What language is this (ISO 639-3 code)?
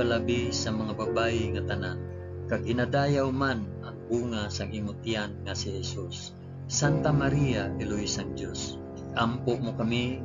hil